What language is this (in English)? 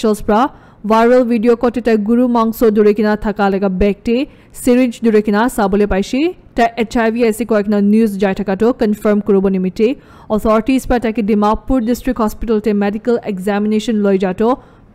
Naga Pidgin